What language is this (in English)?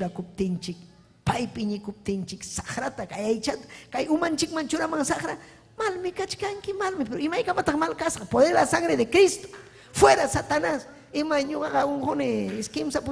Ayacucho Quechua